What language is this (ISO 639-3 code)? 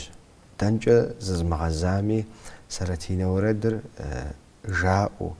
kbd